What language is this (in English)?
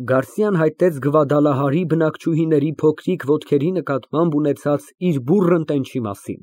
Armenian